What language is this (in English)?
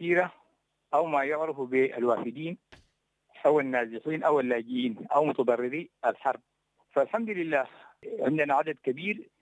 Sudanese Arabic